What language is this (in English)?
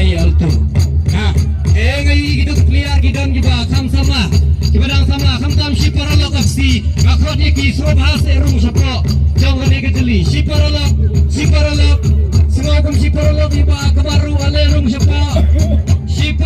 Khasi